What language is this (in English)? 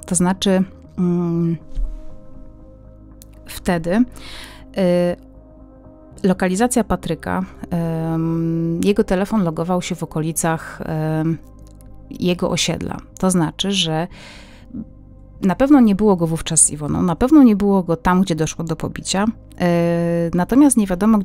Polish